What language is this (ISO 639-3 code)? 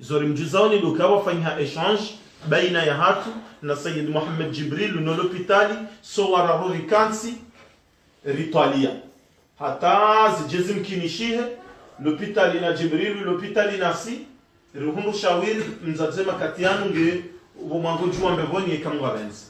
zdj